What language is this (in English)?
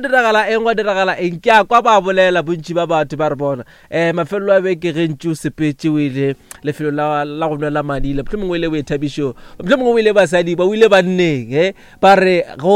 Northern Sotho